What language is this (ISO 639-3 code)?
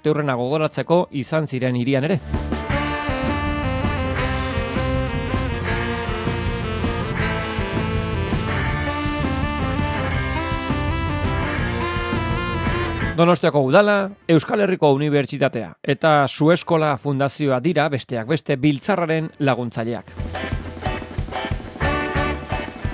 eus